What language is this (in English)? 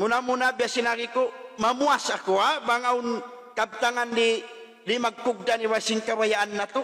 Tausug